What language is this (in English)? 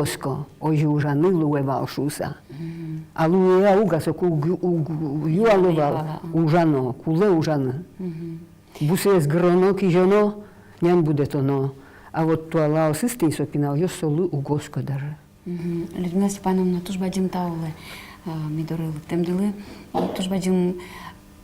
Udmurt